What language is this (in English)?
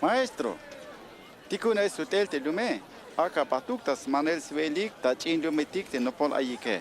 Tzeltal